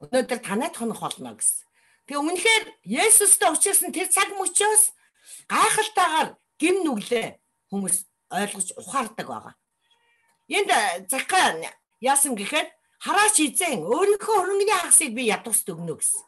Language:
Mongolian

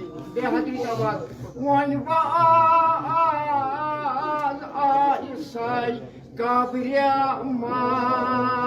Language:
Kashmiri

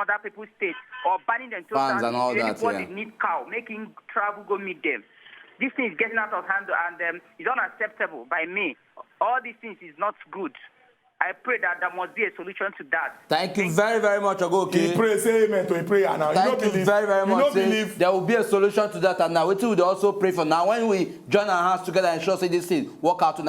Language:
Nigerian Pidgin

